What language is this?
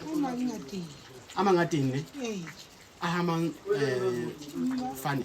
Southern Sotho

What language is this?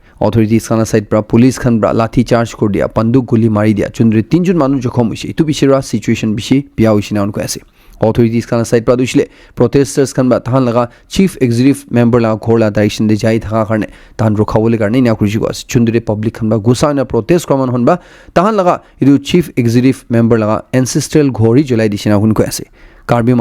Naga Pidgin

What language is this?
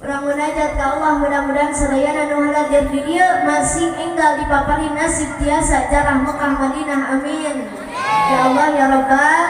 Sundanese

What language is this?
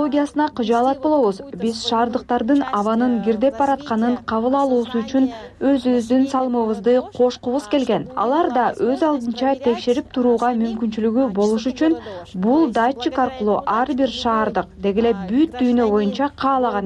Kyrgyz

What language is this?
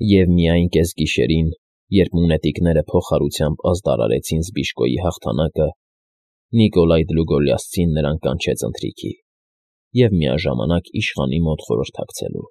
Armenian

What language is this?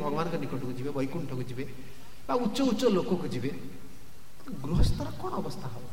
Odia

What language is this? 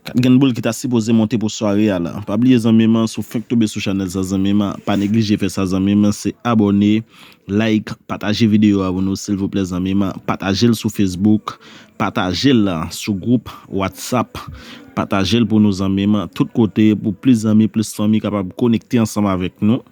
Haitian Creole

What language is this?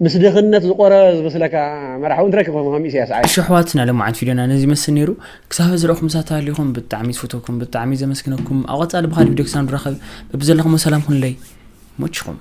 Tigrinya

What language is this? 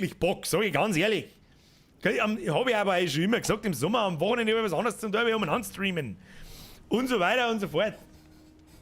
Bavarian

